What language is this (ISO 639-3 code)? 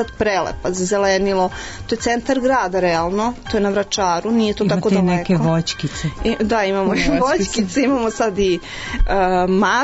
srp